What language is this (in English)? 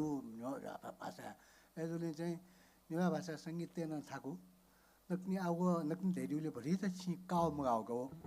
Newari